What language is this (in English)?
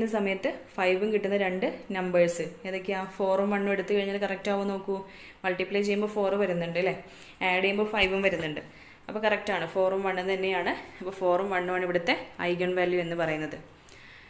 Malayalam